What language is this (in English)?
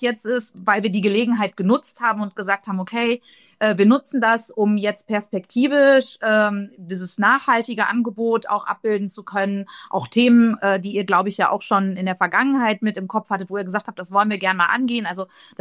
German